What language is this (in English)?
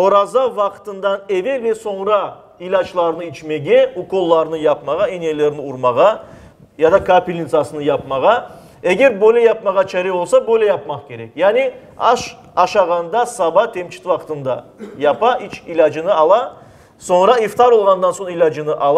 Crimean Tatar